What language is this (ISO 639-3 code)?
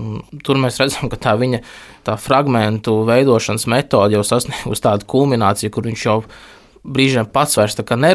lav